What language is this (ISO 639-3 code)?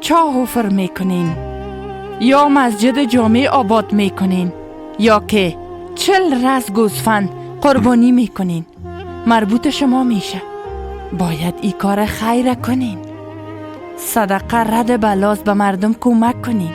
fas